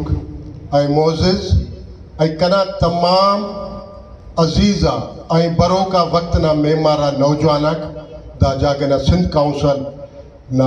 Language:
Brahui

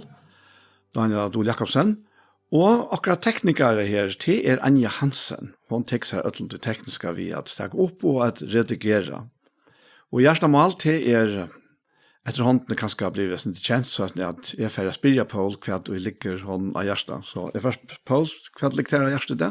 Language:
Faroese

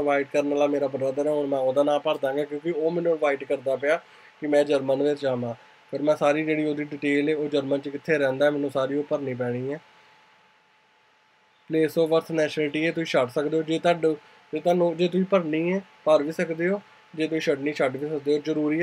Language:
Punjabi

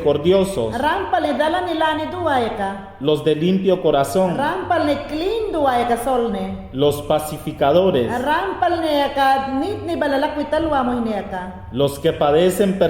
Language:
Mayangna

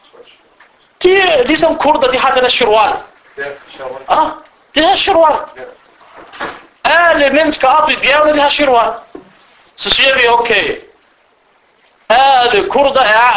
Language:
Danish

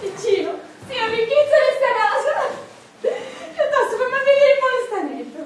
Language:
Sicilian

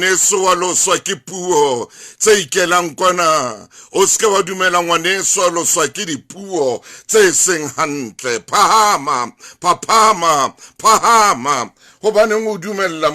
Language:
Southern Sotho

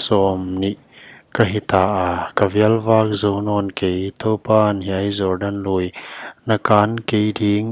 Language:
Paite Chin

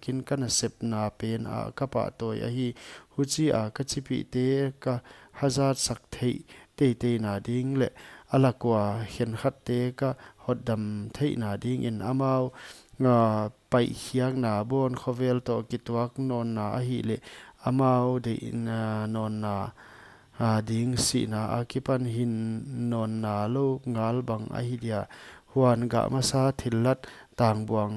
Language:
Paite Chin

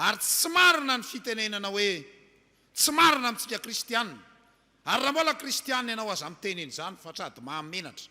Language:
Malagasy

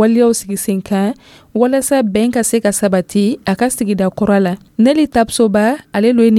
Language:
Dyula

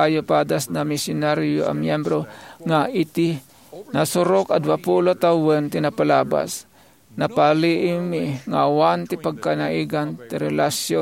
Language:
Iloko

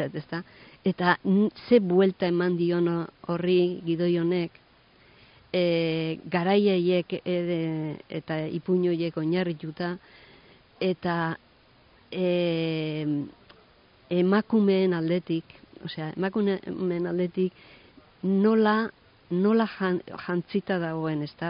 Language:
Basque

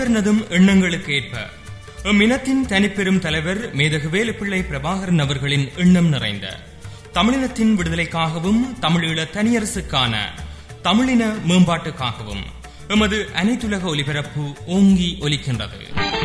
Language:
Tamil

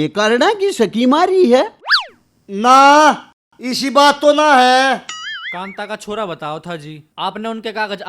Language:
Haryanvi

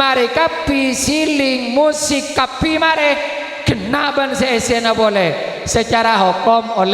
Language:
Madurese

